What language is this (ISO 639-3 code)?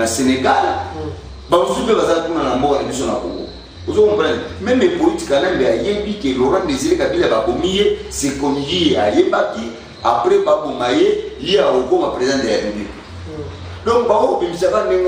lin